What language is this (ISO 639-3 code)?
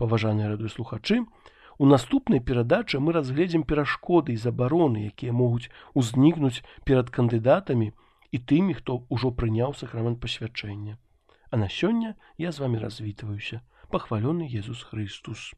bel